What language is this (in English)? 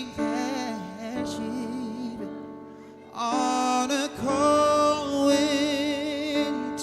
Batak Simalungun